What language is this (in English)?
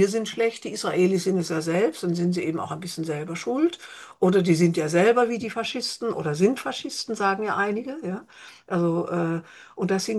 German